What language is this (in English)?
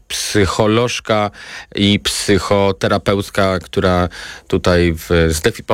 Polish